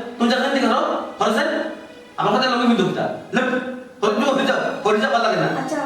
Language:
Sylheti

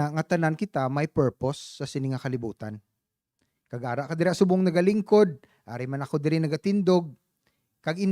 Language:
Hiligaynon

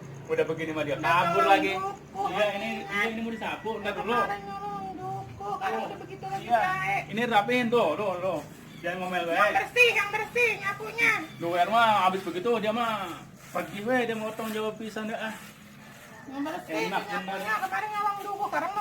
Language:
Betawi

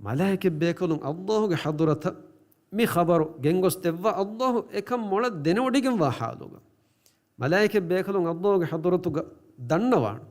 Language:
Divehi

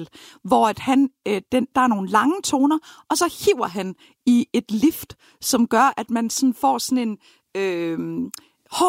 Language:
Danish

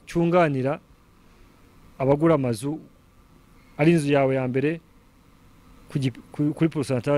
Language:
Kinyarwanda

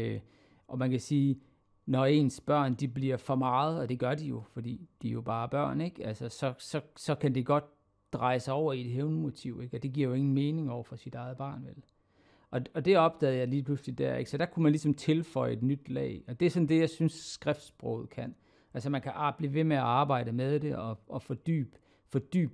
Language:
Danish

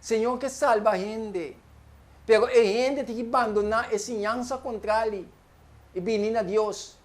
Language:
Papiamento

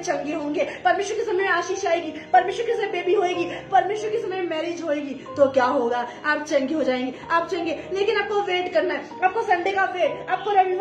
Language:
Hindi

